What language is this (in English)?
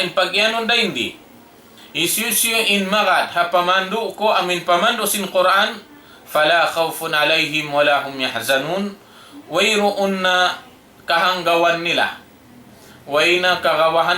Tausug